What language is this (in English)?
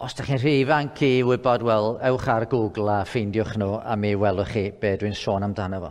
Welsh